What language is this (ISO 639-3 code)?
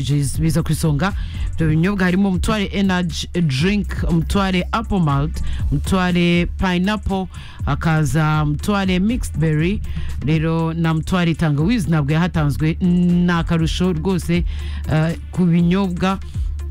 kin